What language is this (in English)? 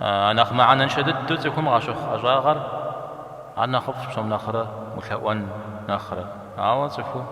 Kabardian